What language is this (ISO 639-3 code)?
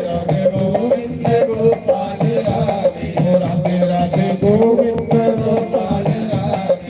doi